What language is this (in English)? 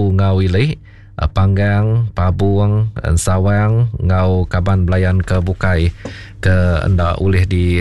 Iban